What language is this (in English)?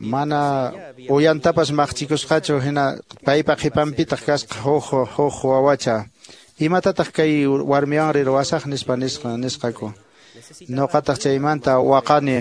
Quechua